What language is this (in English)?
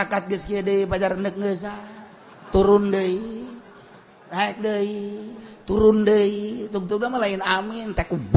Sundanese